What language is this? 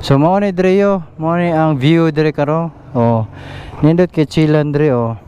Cebuano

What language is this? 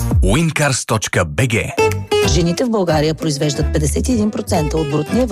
Bulgarian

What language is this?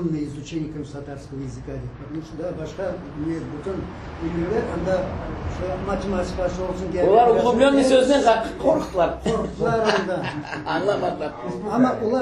Crimean Tatar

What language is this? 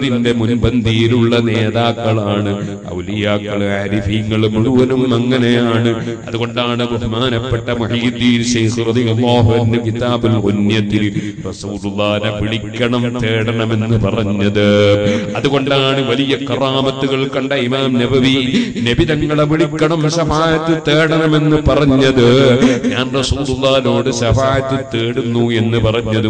Malayalam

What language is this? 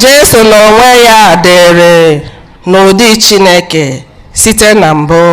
Igbo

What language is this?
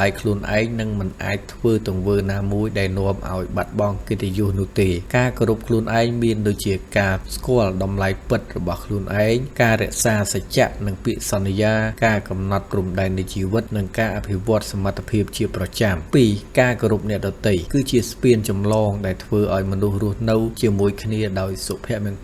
Khmer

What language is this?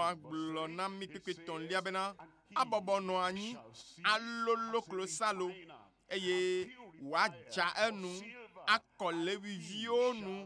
Ewe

